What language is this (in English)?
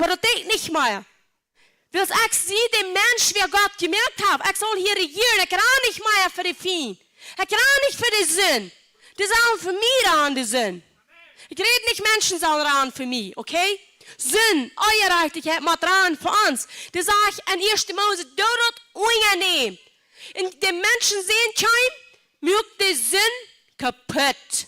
Plautdietsch